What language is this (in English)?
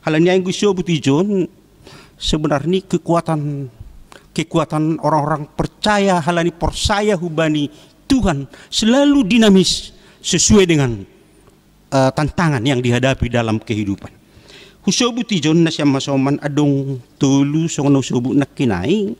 Batak Simalungun